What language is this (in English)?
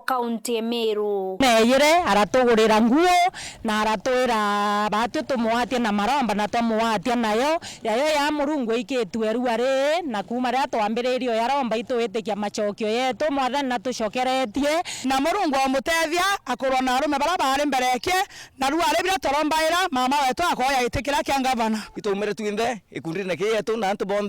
Meru